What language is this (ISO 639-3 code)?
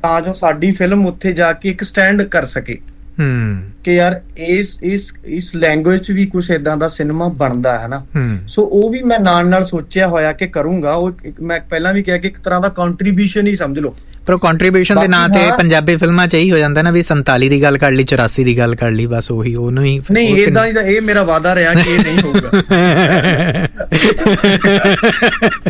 pan